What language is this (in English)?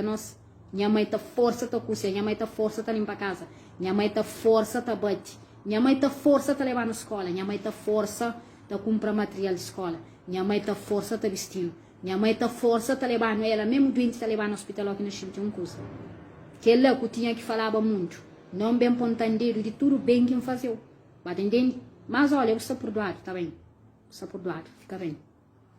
Kabuverdianu